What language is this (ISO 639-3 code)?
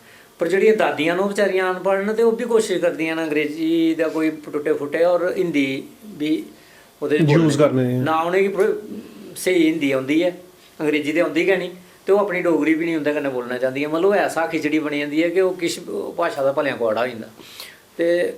doi